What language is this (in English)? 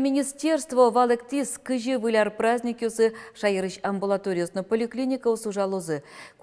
Udmurt